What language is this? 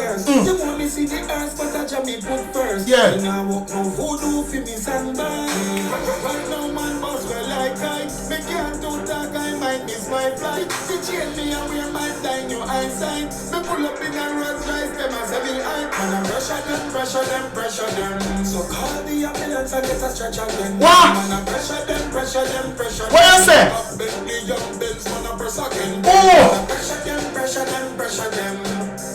Jamaican Creole English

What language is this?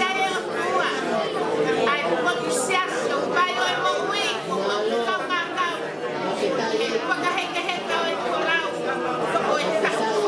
Tongan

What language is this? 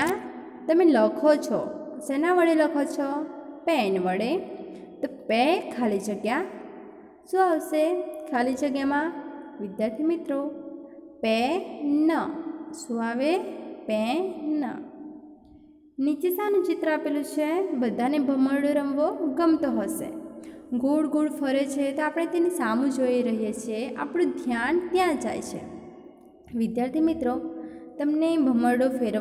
Gujarati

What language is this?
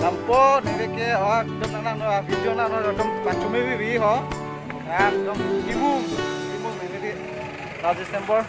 Karbi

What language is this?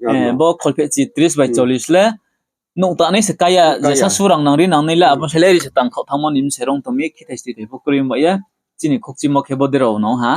Riang (India)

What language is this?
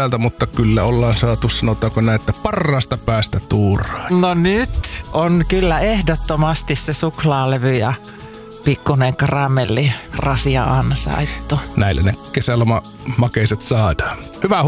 Finnish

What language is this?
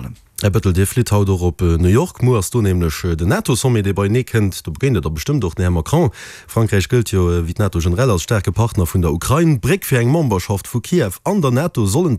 Luxembourgish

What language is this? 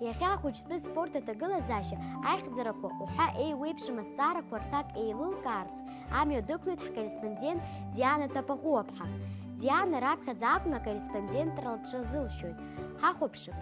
Abkhazian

